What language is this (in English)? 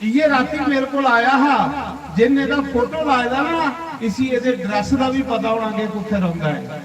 Dogri